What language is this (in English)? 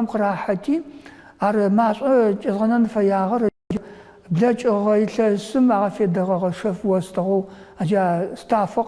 Adyghe